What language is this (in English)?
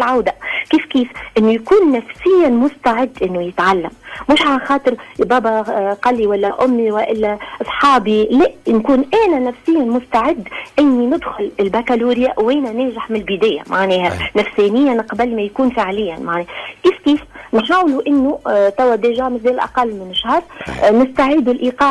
Tunisian Arabic